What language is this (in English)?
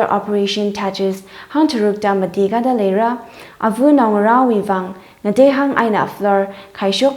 Tangkhul Naga (India)